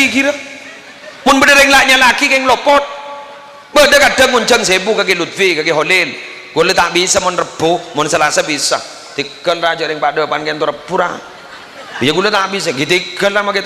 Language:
Madurese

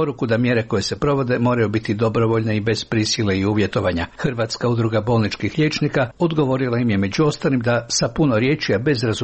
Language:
Croatian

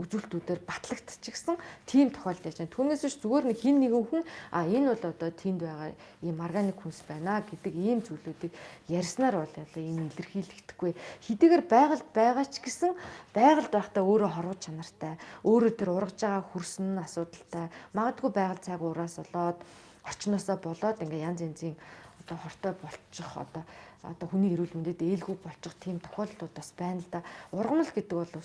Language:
Mongolian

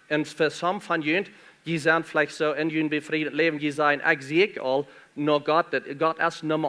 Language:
Plautdietsch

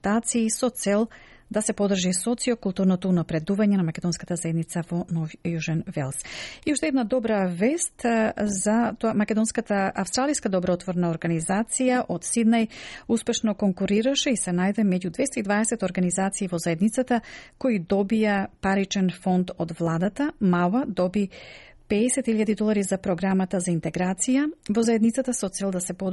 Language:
Macedonian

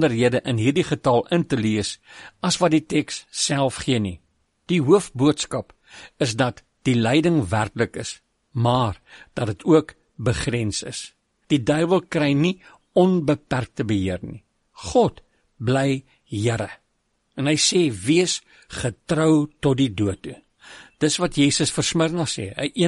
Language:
Afrikaans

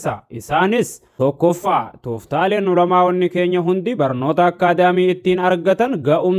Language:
Oromo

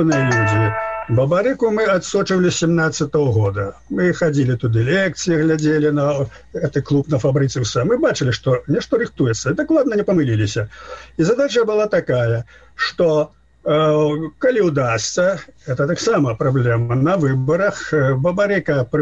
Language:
Belarusian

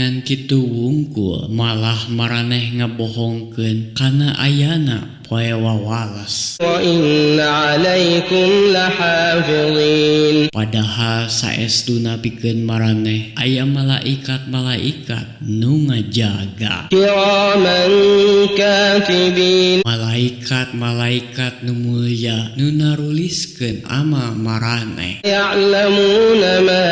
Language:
Sundanese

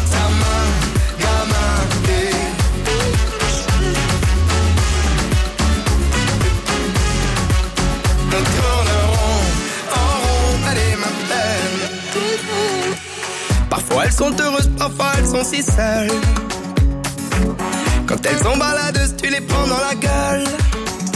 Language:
French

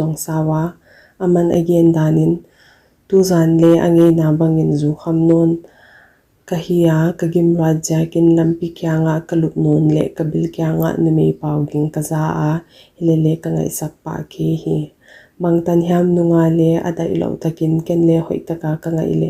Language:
Paite Chin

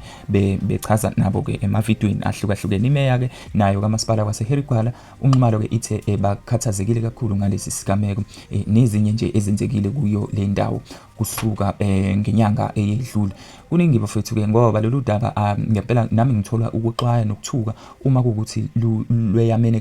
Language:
Zulu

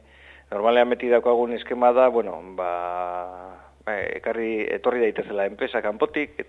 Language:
Basque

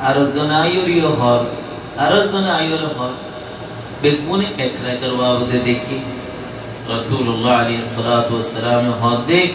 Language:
Rohingya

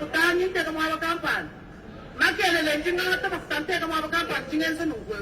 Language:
Luba-Lulua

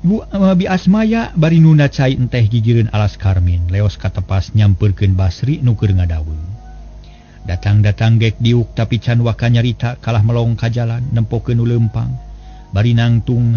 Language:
Sundanese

